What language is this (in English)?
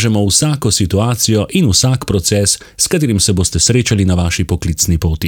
Slovenian